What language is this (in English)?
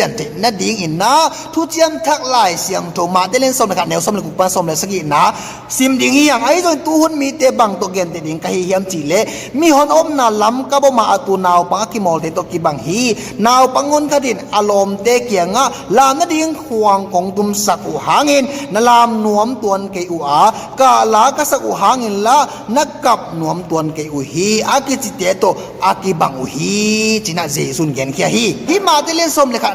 Tedim Chin